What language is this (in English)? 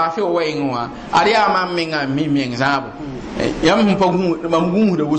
Mossi